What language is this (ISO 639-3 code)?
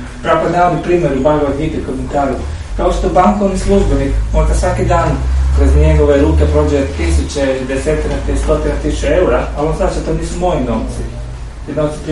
hrv